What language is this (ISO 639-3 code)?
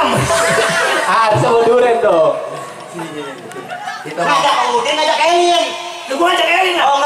bew